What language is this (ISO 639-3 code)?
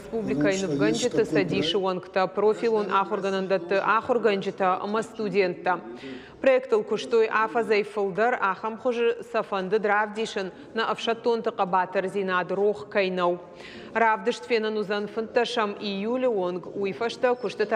oss